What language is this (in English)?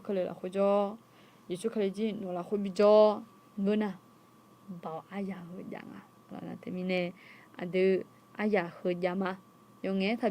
Akha